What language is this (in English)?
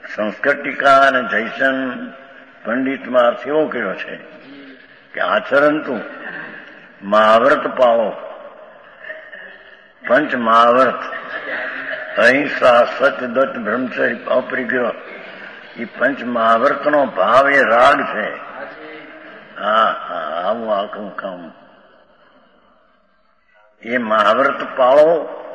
Gujarati